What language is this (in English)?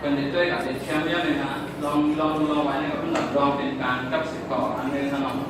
Shan